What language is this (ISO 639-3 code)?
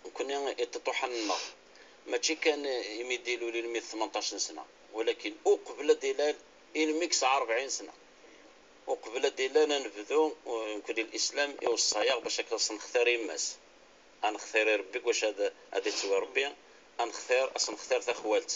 kab